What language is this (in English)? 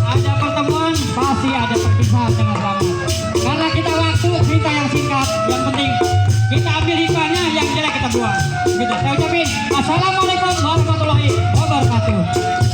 Betawi